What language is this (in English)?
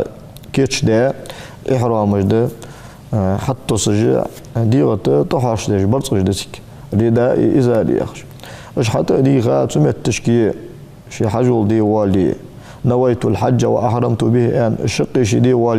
Ingush